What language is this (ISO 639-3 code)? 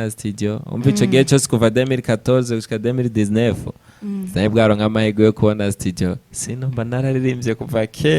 run